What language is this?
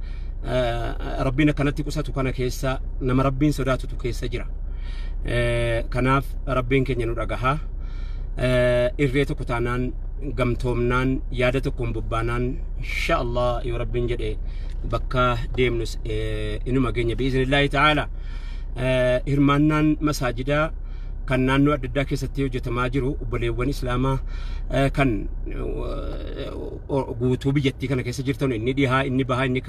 Oromo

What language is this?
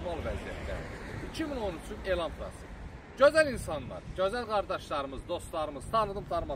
Azerbaijani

